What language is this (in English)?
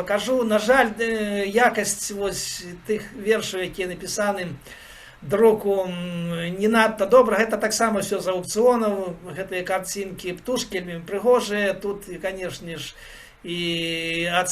Belarusian